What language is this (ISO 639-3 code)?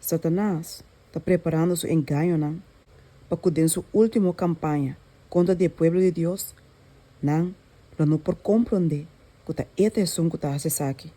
pap